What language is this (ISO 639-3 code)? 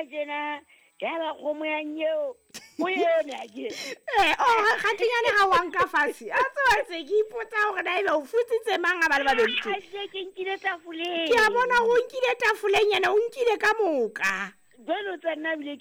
sot